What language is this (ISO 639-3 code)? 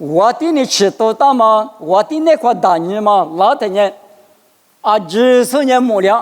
lis